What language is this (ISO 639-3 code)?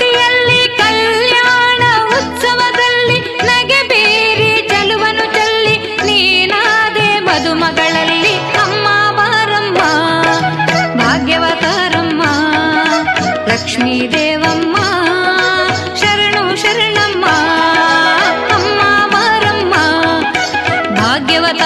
kan